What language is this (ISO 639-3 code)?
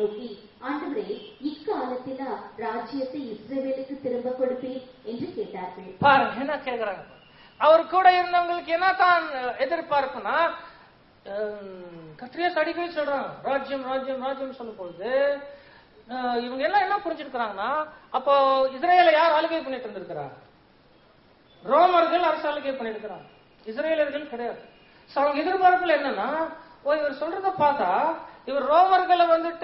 tam